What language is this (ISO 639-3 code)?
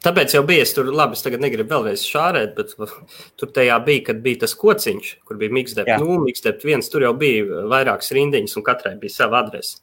lav